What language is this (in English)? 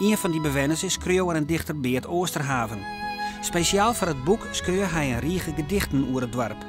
Western Frisian